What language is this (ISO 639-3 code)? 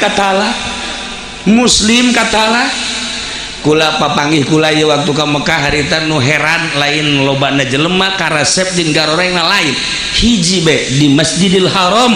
sun